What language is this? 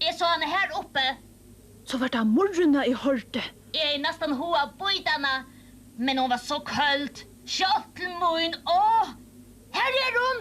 Faroese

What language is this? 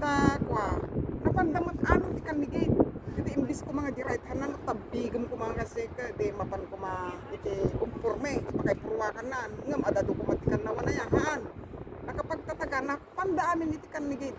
Iloko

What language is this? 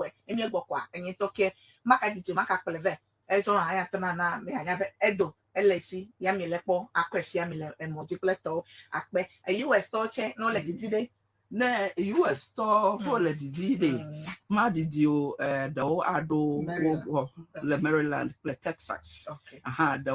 Ewe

